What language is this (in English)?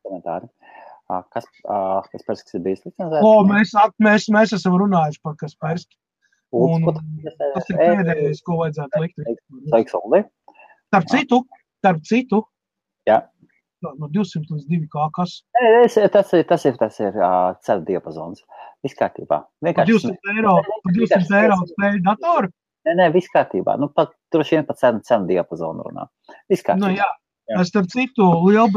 Latvian